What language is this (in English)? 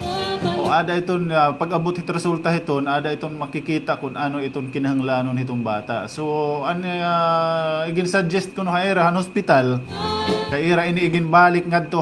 Waray